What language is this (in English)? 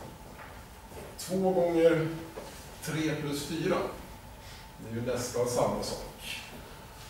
Swedish